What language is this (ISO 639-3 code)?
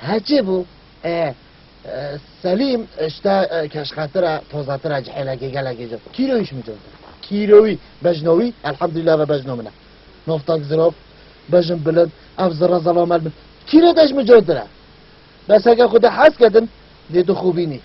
kur